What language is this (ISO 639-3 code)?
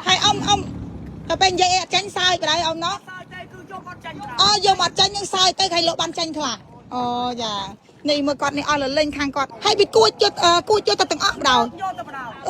khm